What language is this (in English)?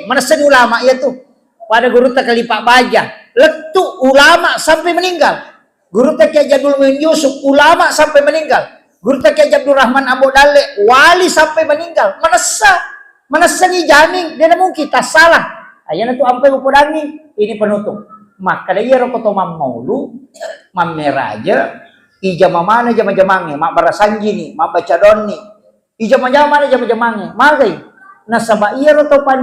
Buginese